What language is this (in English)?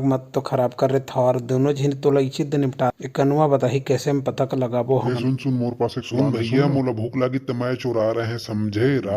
Chhattisgarhi